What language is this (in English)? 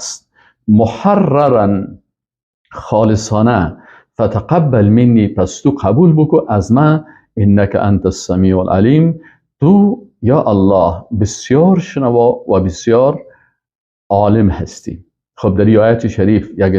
Persian